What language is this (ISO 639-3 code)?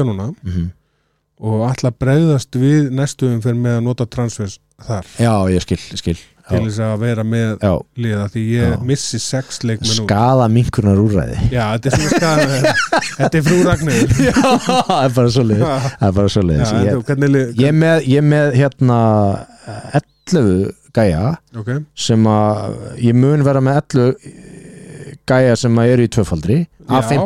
isl